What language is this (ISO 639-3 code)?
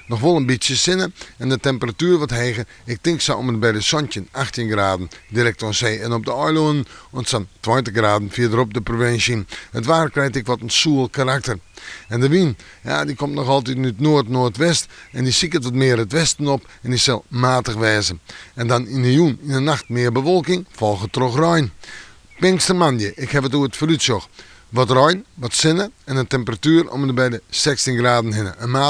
fry